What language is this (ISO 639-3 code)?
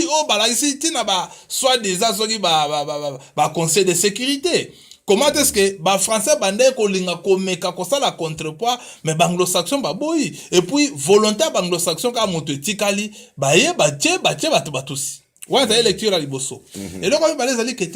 lin